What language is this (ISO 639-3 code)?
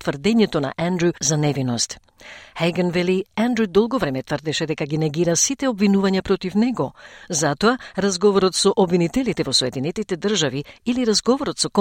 mkd